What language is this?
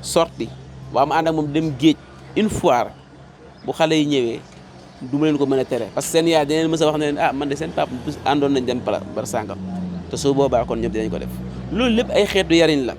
Wolof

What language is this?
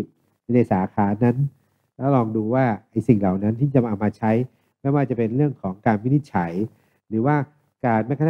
Thai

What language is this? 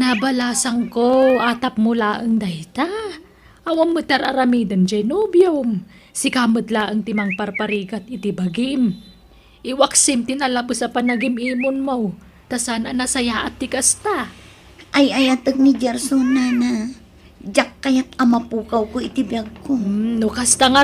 Iloko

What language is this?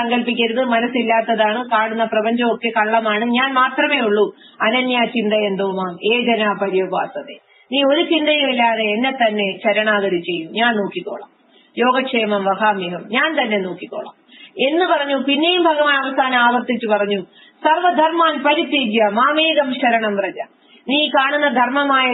Malayalam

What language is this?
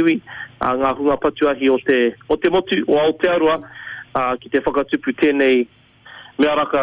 Māori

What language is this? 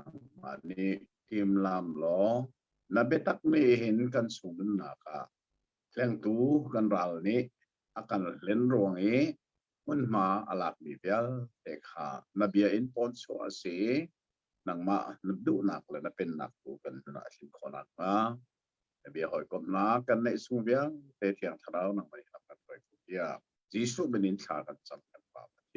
Hakha Chin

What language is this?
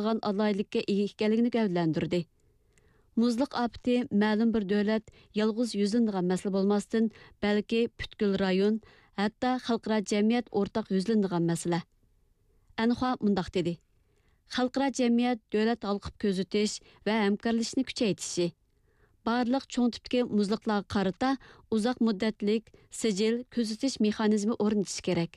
Uyghur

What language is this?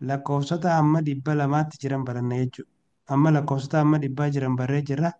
Oromo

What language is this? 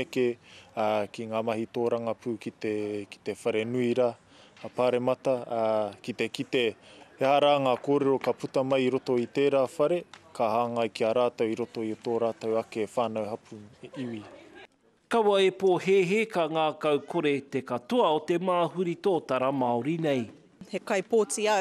Māori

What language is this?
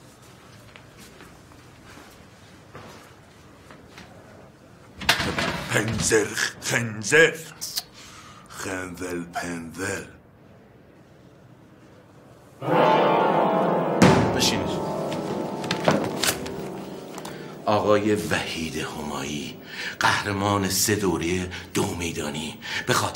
Persian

